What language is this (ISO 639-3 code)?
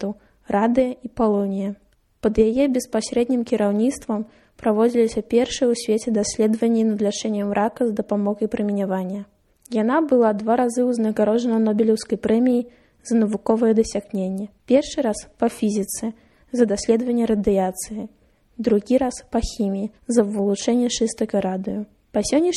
bel